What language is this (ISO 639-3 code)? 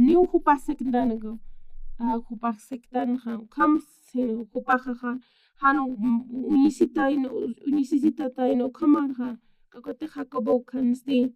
aym